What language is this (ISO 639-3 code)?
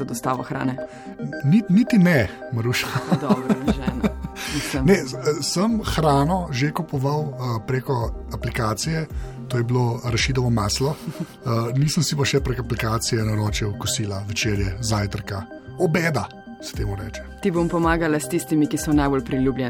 slv